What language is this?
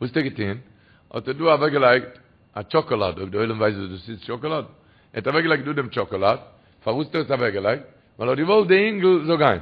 Yiddish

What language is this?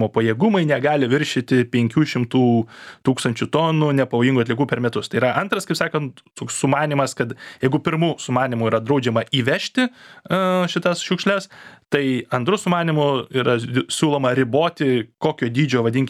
Lithuanian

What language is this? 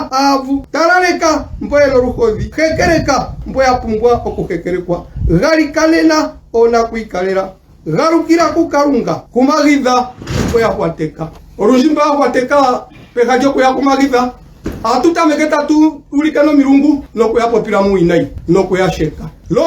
Ndonga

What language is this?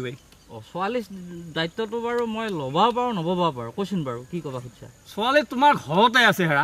Assamese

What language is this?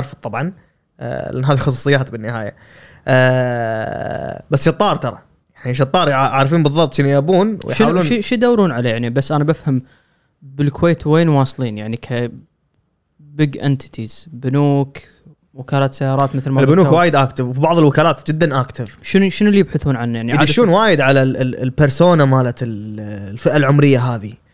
Gulf Arabic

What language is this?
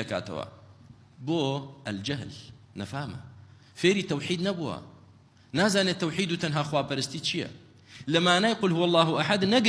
Central Kurdish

